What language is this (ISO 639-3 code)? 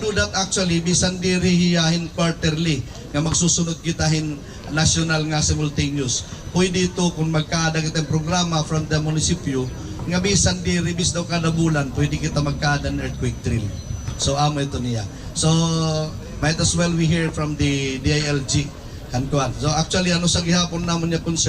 war